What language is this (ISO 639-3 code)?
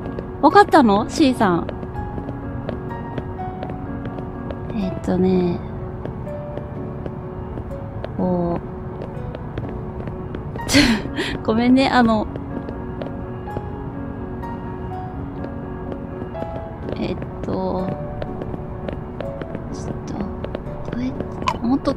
jpn